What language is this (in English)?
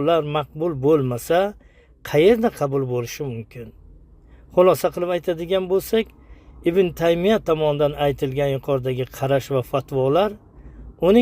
Uzbek